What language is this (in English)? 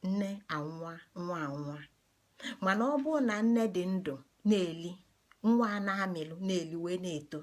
Igbo